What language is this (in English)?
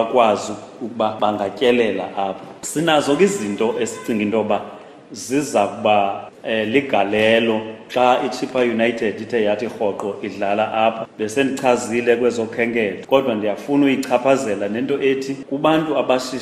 Xhosa